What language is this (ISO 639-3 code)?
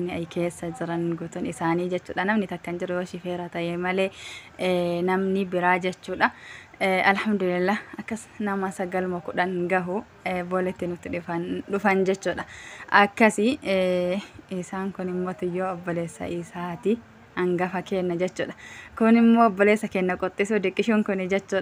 orm